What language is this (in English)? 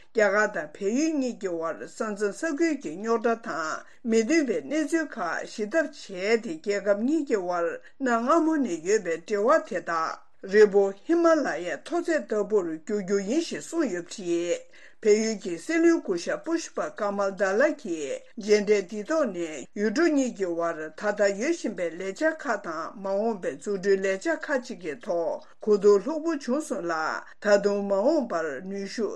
Tibetan